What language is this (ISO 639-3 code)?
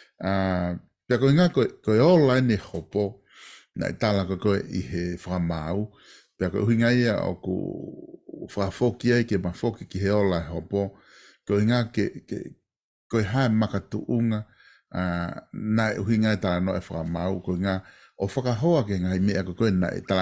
ton